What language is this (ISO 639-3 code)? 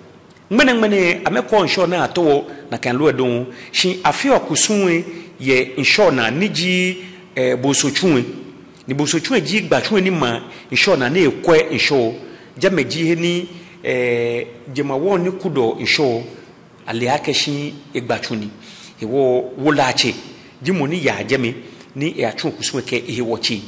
gaa